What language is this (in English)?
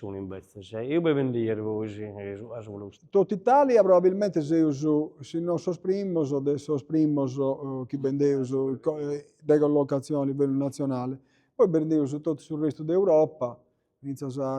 Sardinian